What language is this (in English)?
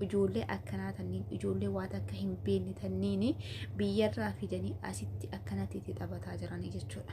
Oromo